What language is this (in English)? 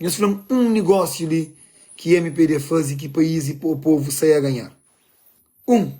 Kabuverdianu